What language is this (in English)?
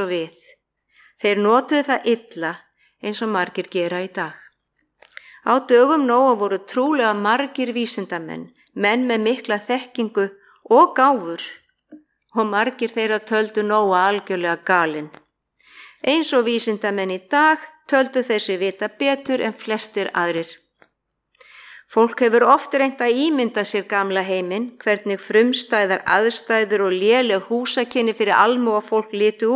Icelandic